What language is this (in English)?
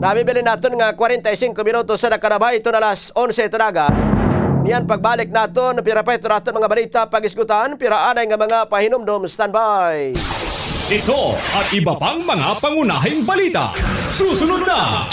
Waray